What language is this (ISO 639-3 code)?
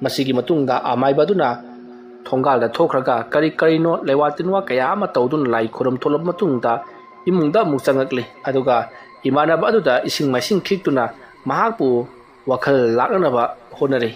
mni